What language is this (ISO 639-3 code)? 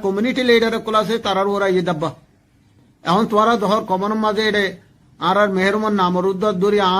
rhg